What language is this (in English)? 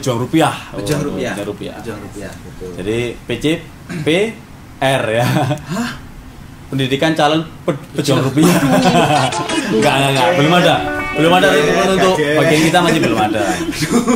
Indonesian